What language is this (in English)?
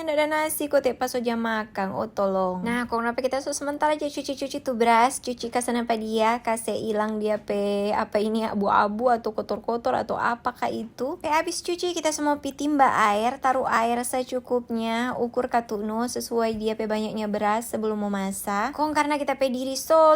Manado Malay